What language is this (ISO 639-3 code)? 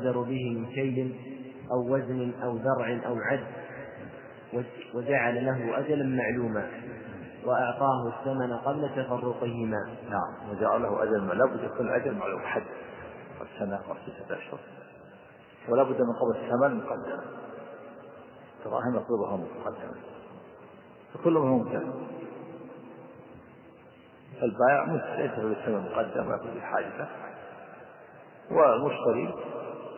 ara